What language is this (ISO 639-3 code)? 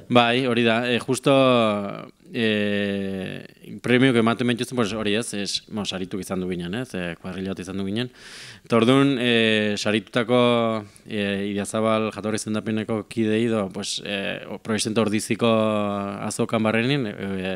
eus